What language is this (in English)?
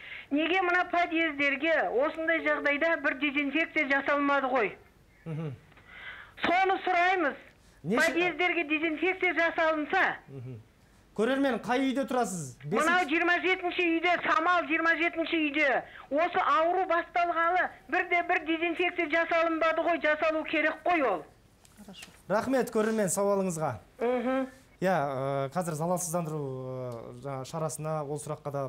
Kazakh